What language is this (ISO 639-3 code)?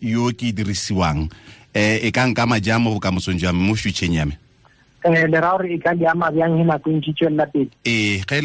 tsn